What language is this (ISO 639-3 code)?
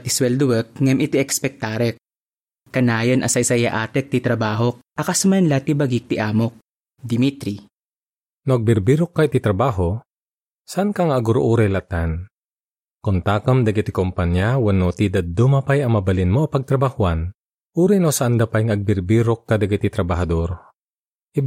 ilo